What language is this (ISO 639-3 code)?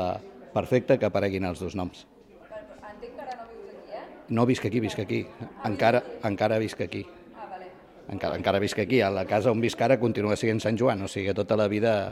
cat